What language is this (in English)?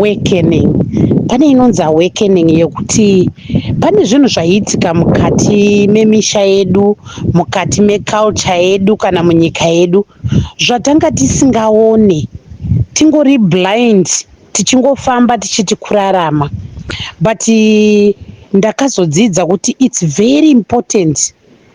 Shona